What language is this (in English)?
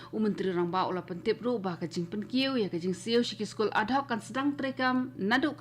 Khasi